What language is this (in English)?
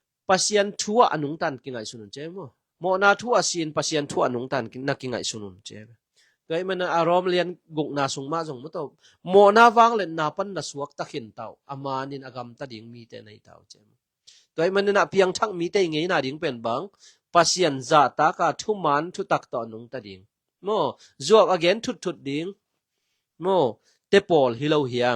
Tedim Chin